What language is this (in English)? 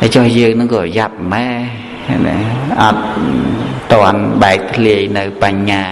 Khmer